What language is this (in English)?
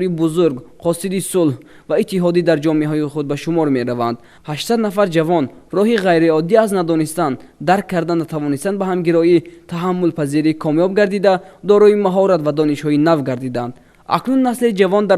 Tajik